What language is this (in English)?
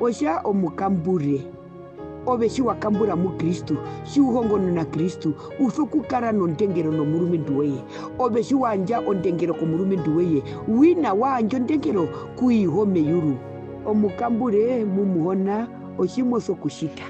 Herero